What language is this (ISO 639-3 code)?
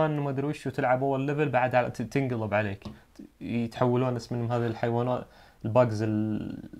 ars